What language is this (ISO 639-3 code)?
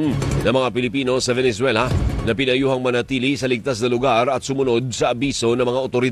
fil